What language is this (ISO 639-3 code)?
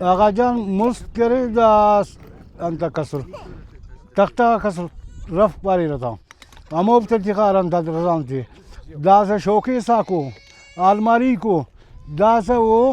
brh